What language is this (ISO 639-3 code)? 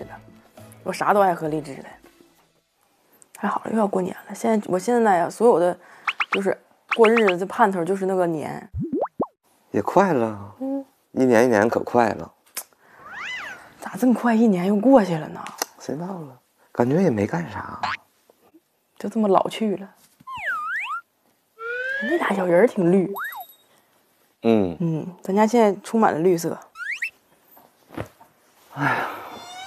zho